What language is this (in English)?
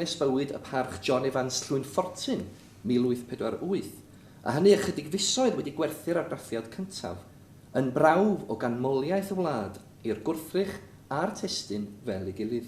Welsh